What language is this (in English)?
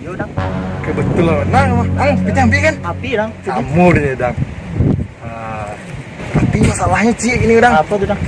Minangkabau